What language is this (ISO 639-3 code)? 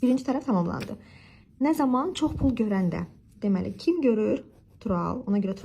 aze